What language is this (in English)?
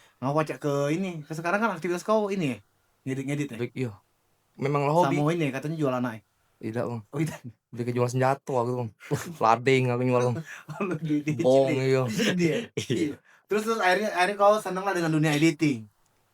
Musi